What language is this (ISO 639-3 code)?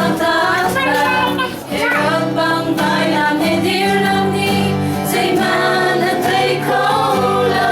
cfm